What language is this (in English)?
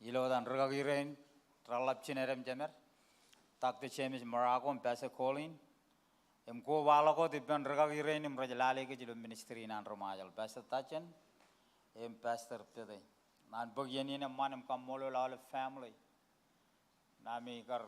Marshallese